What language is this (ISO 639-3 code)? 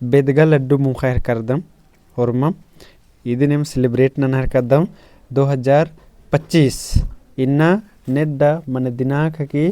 kru